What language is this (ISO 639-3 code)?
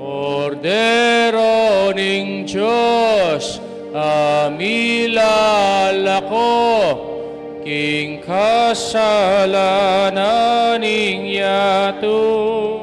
pam